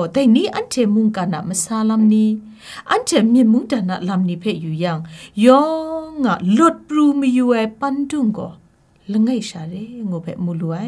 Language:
Kachin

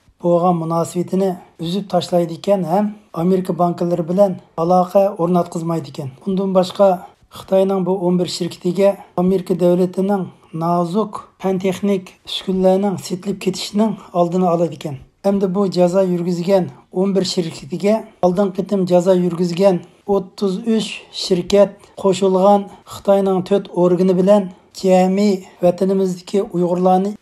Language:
Uyghur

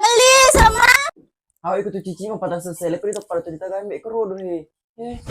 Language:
Buginese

